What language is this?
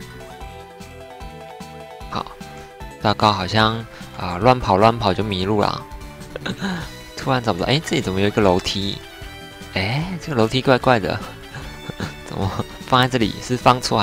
Chinese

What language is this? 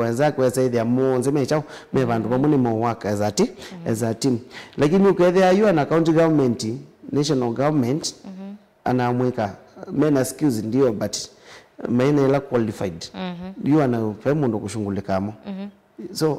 Kamba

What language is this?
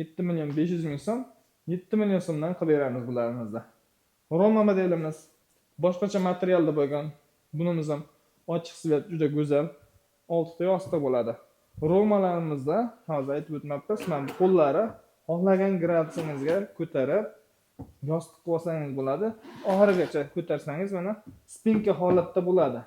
Uzbek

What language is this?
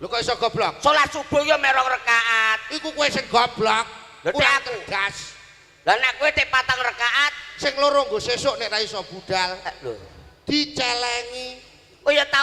Javanese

